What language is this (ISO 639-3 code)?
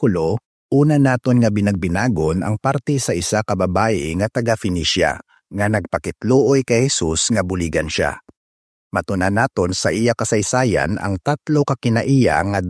hil